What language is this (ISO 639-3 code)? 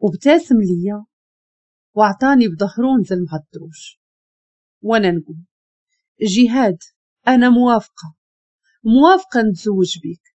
ary